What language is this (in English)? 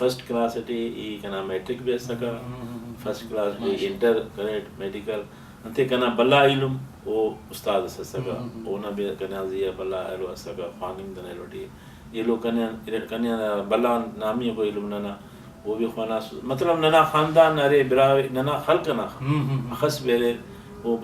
Brahui